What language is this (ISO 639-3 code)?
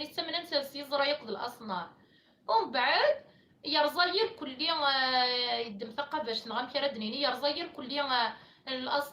kab